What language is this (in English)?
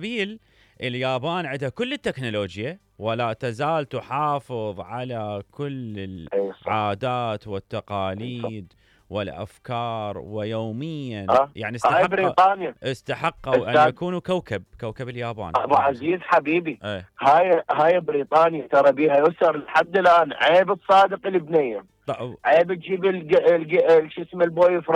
Mesopotamian Arabic